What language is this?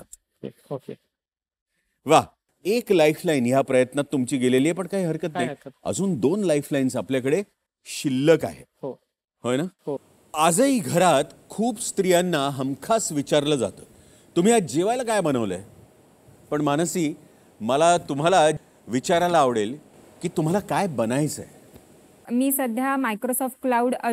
Marathi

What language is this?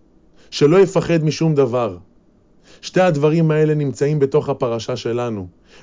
Hebrew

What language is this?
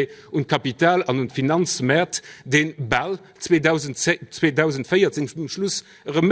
Luxembourgish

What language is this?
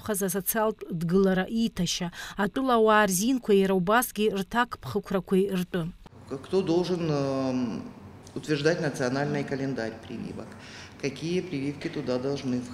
Abkhazian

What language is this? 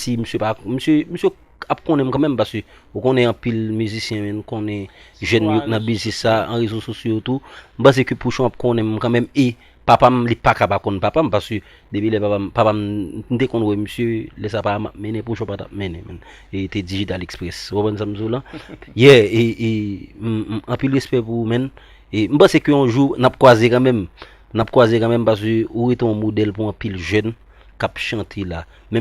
Haitian Creole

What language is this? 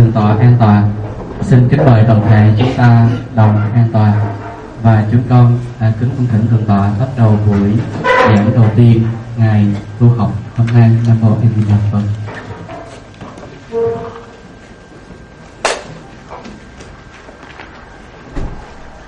Vietnamese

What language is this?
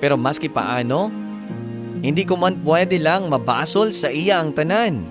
Hiligaynon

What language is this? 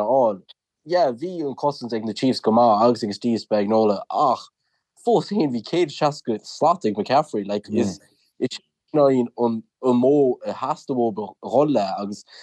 Irish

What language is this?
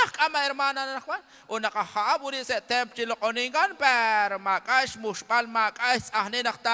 Kekchí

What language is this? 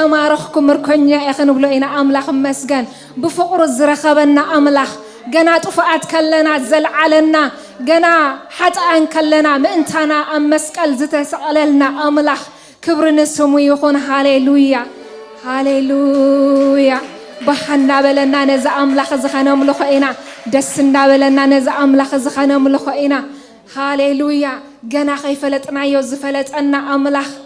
Tigrinya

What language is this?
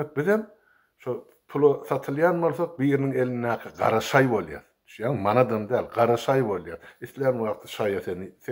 Turkmen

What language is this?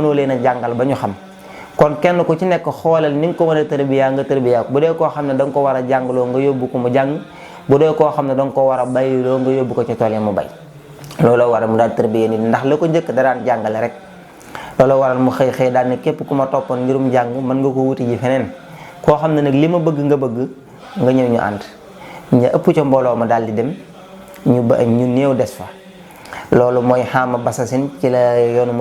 Wolof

